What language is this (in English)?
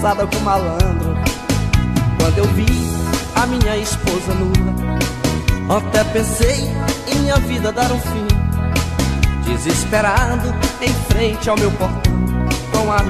Portuguese